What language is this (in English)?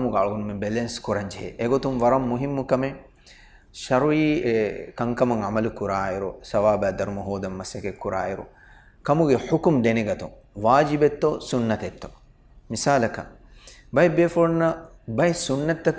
Divehi